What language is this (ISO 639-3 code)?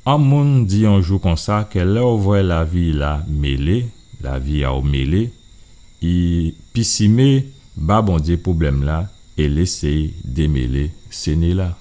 gcf